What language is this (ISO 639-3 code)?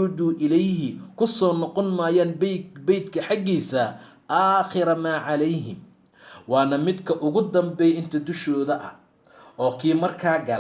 som